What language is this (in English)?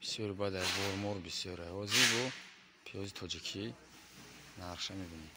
Tajik